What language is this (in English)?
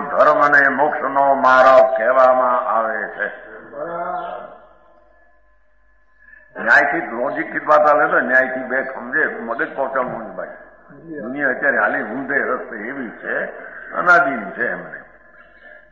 Gujarati